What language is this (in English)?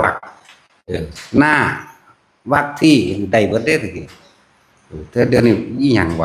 Northeastern Thai